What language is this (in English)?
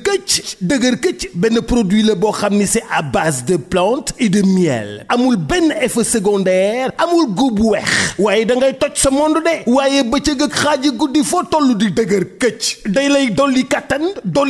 Wolof